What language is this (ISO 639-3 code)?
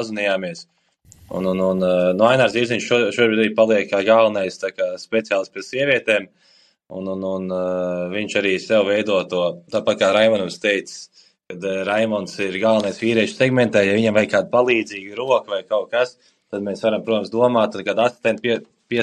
lav